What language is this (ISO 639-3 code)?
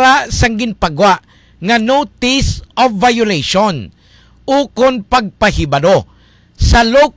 hil